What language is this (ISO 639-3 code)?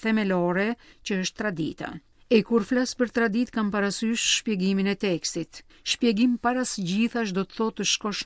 sqi